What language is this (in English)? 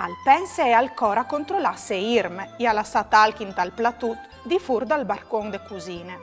Friulian